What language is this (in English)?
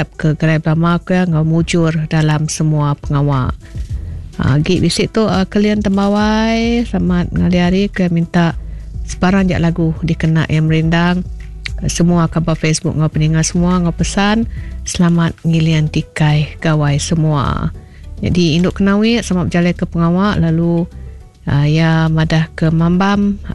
Iban